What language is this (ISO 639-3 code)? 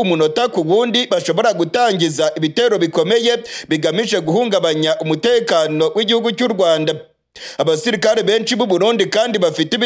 kin